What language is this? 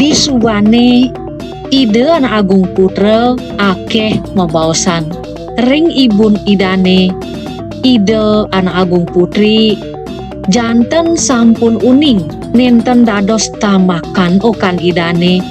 Balinese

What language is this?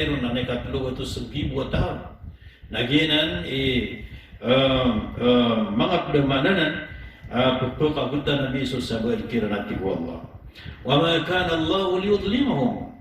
Maranao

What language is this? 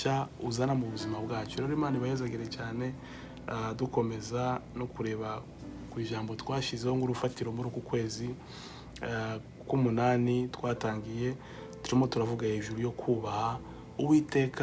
Kinyarwanda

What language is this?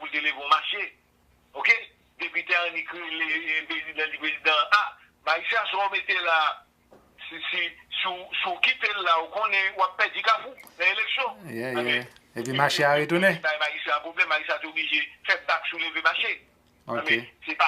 Haitian Creole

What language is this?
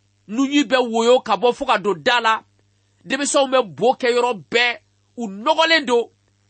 Bambara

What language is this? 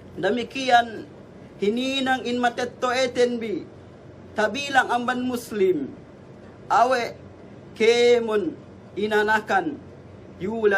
Yakan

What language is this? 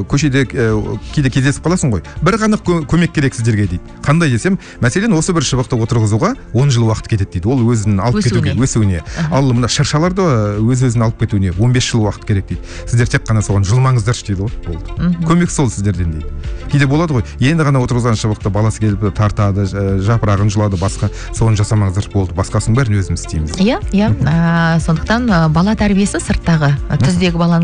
Kazakh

